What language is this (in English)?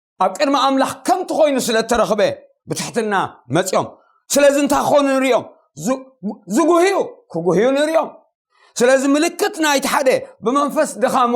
Tigrinya